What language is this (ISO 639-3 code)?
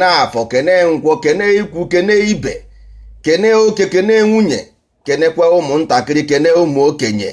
ibo